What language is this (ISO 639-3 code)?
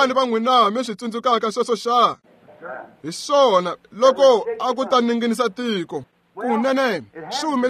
tso